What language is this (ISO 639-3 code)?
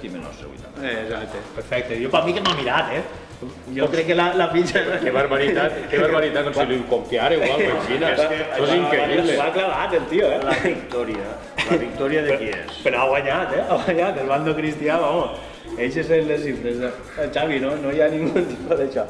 cat